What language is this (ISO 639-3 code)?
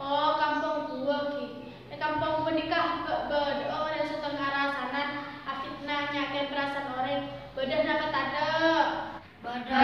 mad